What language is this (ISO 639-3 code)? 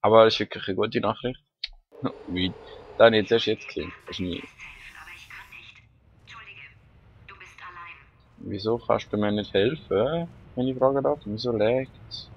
gsw